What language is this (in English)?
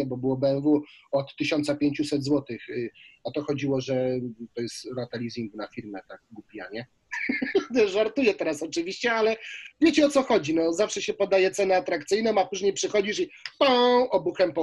Polish